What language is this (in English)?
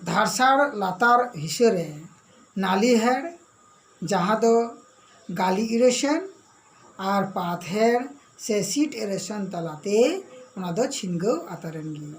Santali